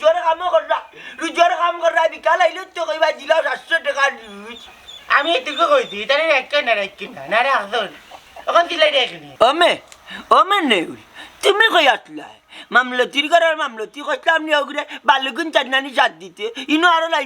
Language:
Sylheti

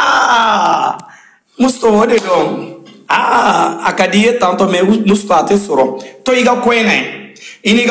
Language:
Bambara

